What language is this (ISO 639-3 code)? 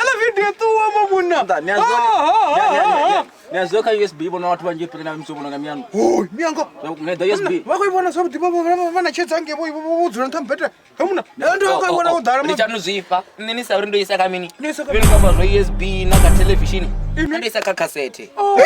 ven